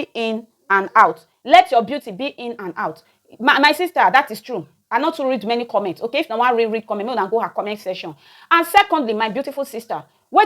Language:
Nigerian Pidgin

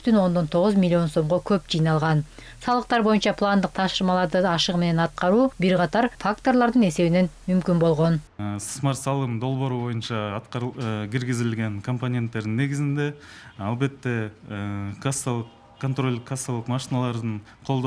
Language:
Kyrgyz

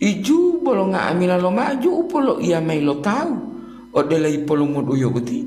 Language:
Gorontalo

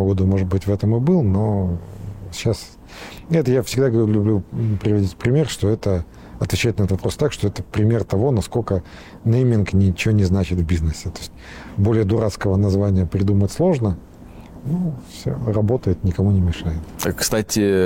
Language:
Russian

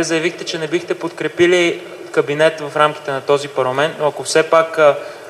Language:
Bulgarian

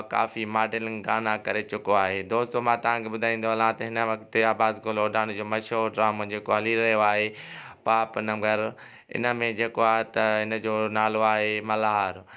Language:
Sindhi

